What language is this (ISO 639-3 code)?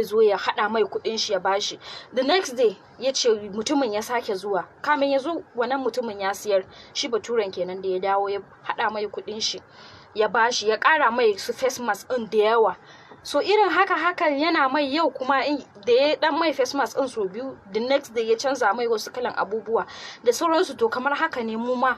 hau